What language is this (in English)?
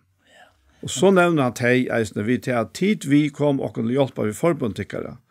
Faroese